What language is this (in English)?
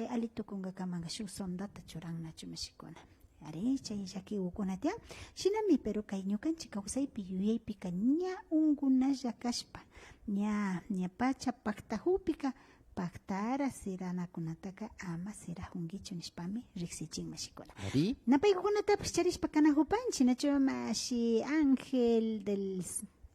Imbabura Highland Quichua